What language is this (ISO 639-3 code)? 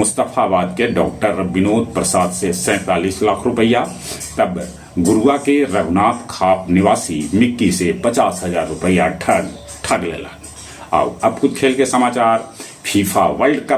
mag